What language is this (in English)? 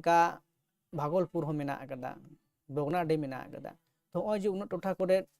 Santali